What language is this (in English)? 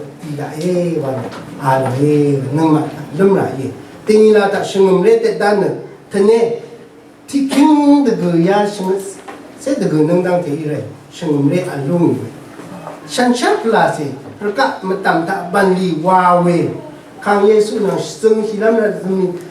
Rawang